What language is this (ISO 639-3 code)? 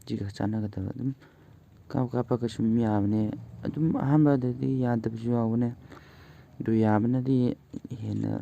mni